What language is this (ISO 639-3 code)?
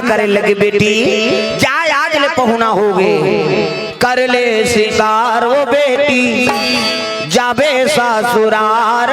hne